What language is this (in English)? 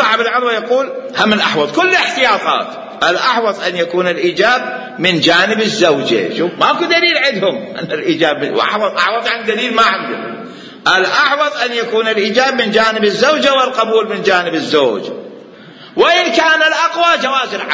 Mesopotamian Arabic